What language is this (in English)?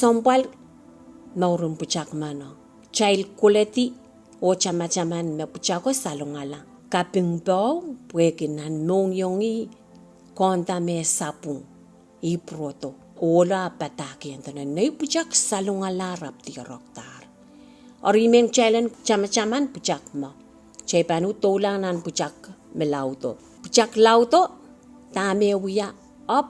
Pohnpeian